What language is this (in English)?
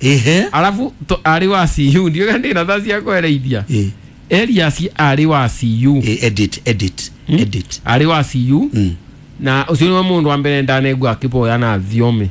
Kikuyu